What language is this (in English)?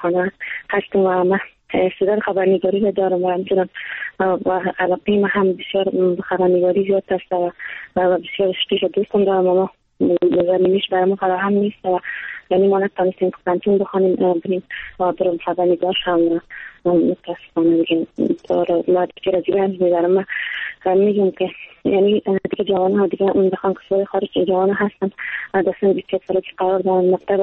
Persian